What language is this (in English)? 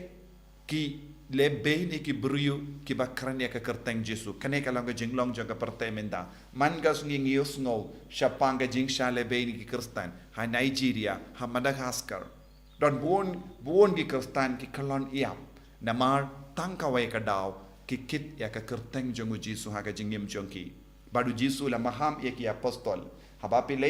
Khasi